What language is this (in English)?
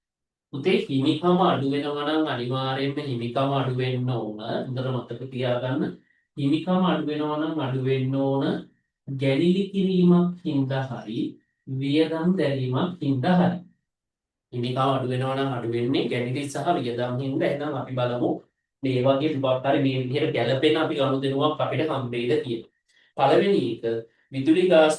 Sinhala